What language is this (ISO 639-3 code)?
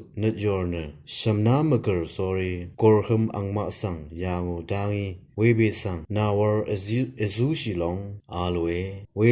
raw